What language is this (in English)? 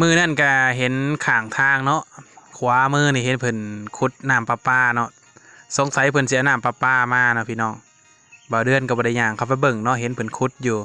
Lao